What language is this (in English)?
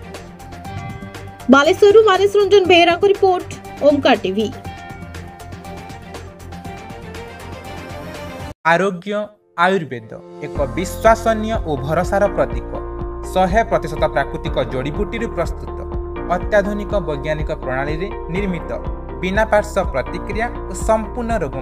Odia